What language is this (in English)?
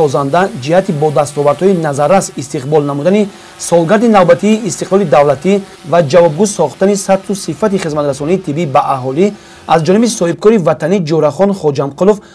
Tajik